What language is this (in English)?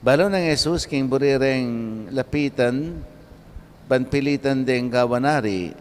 Pampanga